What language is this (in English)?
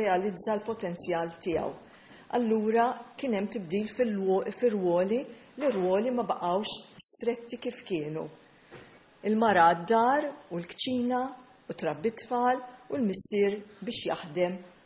Maltese